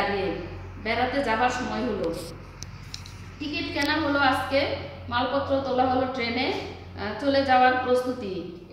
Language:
Bangla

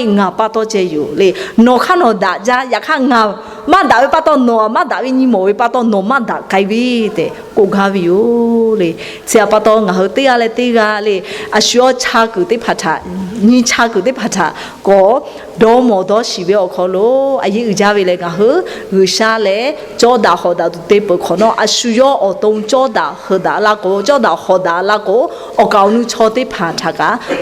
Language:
Lahu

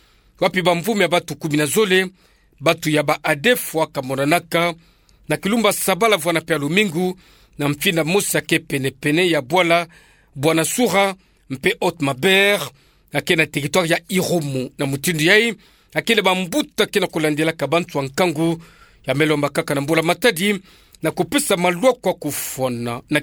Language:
Kituba (Democratic Republic of Congo)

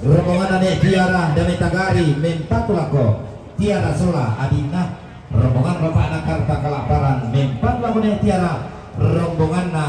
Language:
Toraja-Sa'dan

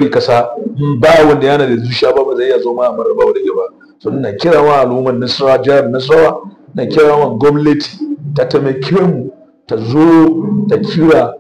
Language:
Hausa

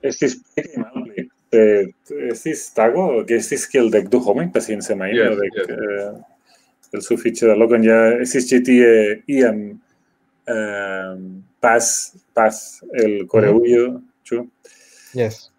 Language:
Esperanto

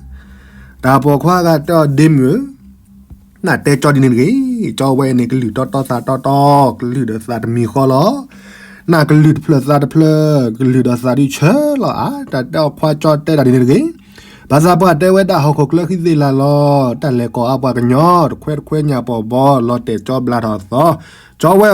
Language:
S'gaw Karen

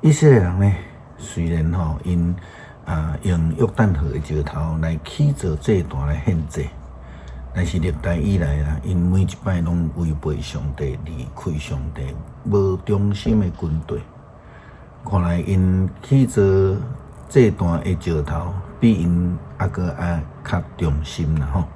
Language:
Min Nan Chinese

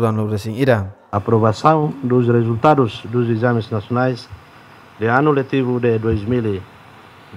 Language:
Tetum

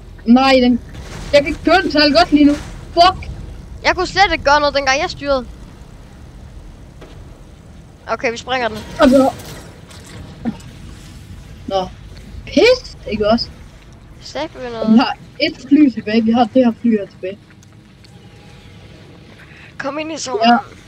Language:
Danish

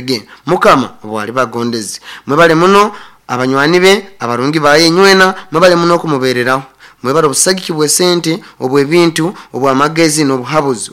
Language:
Nyoro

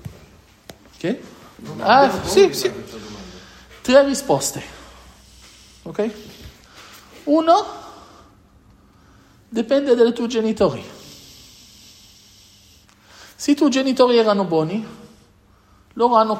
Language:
Italian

